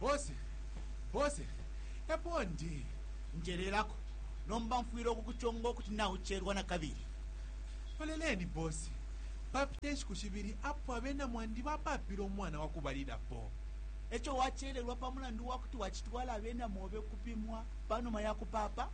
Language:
Bemba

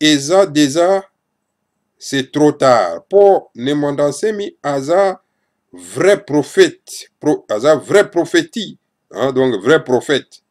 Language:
Lingala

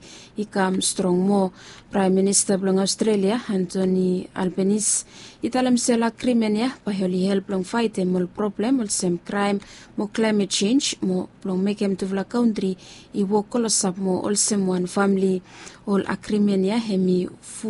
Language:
Bislama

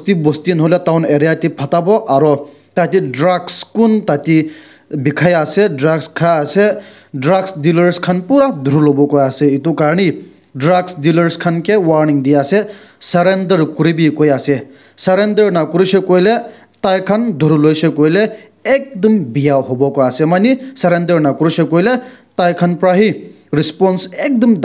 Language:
Naga Pidgin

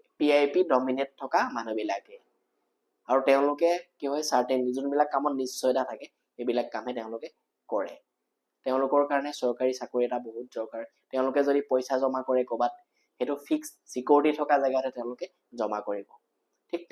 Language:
Assamese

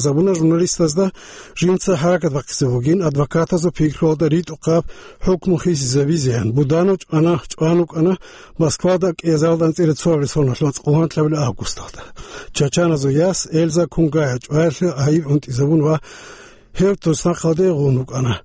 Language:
Avaric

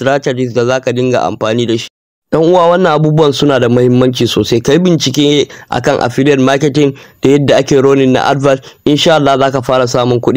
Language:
Hausa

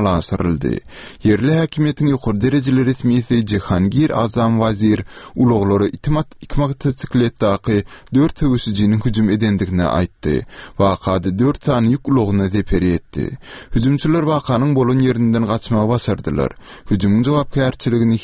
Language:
Turkmen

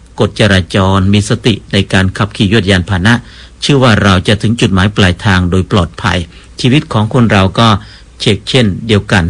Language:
Thai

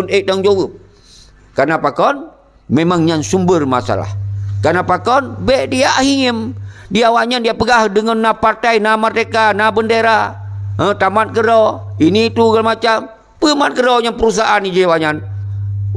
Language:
Achinese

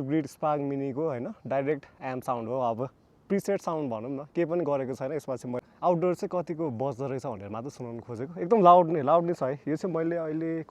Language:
Nepali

